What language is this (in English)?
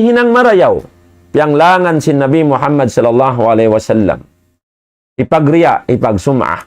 Tausug